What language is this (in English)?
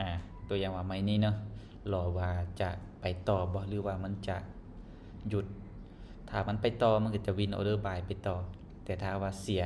Lao